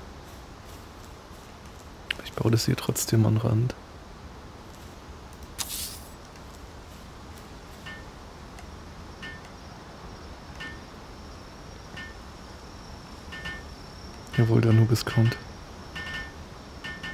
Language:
German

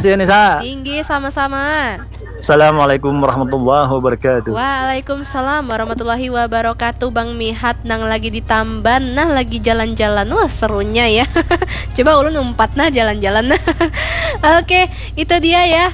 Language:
Banjar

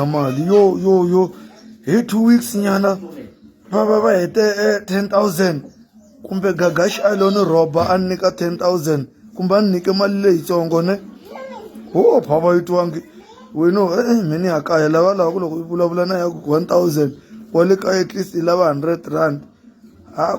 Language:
Tsonga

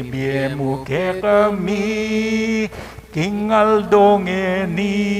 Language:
Pampanga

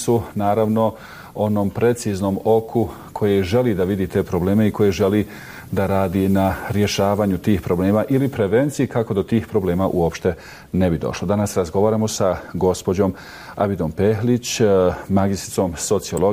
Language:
Bosnian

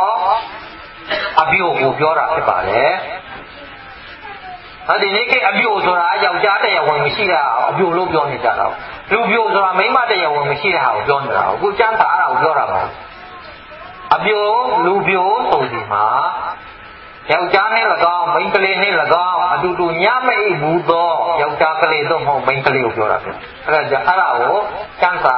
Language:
Burmese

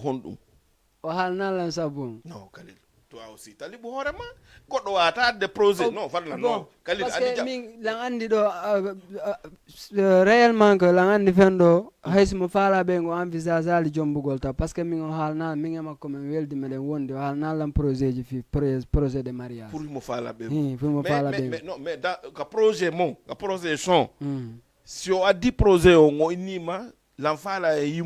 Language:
Fula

